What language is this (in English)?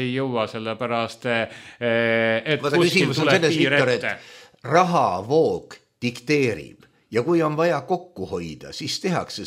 Estonian